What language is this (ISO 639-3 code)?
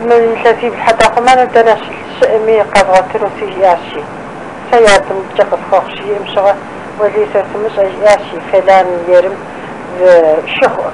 kbd